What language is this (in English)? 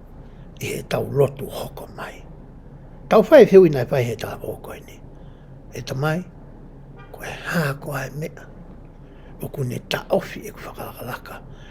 Tongan